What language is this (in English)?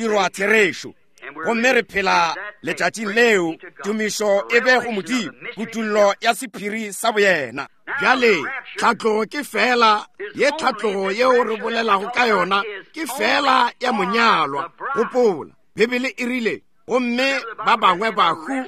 Northern Sotho